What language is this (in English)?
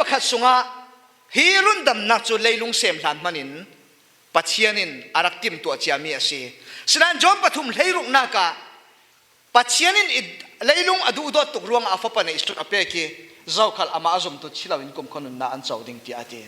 Falam Chin